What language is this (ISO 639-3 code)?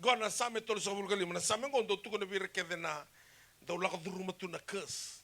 fij